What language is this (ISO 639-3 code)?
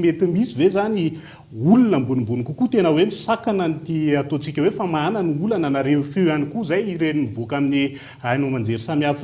mlg